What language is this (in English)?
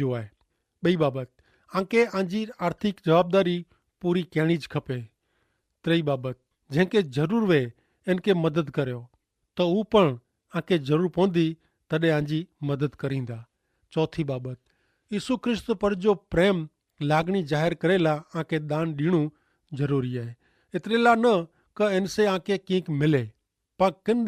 Kachhi